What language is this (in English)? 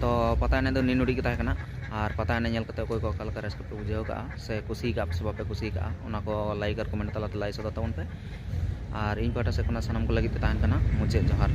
Santali